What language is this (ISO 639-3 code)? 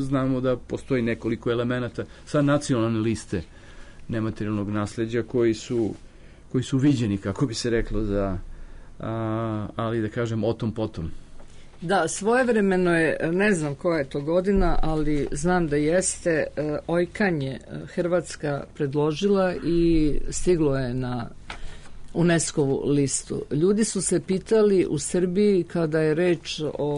srp